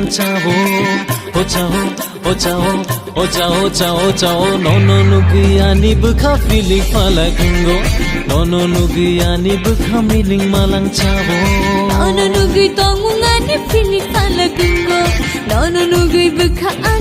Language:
Kok Borok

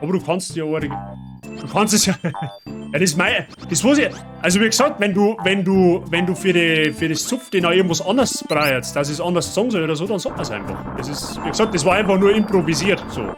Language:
Bavarian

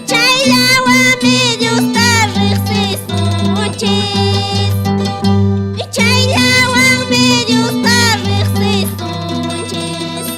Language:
Quechua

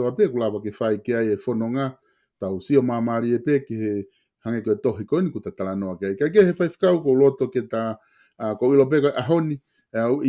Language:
Tongan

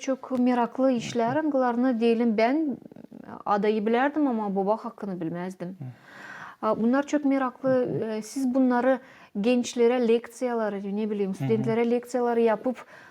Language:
Gagauz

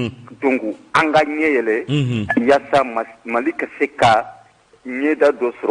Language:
Bambara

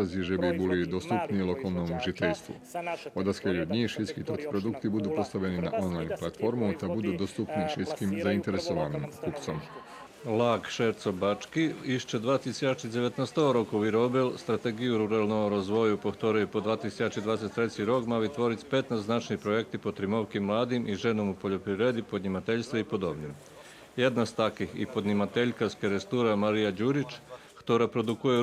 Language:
Rusyn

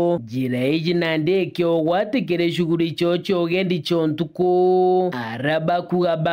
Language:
Meru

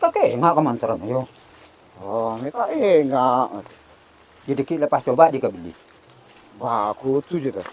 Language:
Madurese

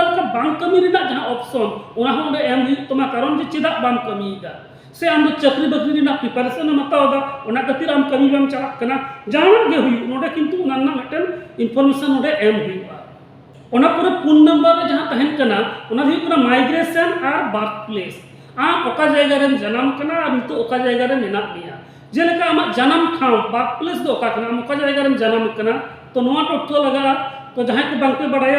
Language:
Santali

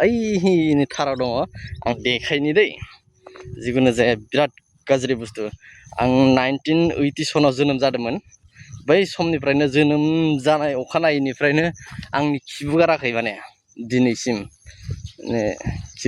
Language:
Bodo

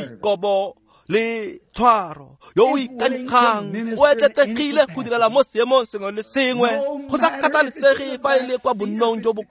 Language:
Tswana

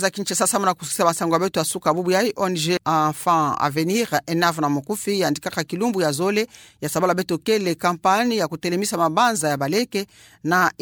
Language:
Kituba (Democratic Republic of Congo)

